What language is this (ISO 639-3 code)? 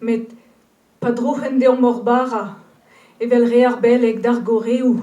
bre